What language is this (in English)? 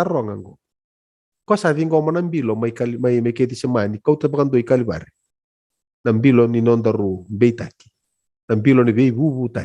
Fijian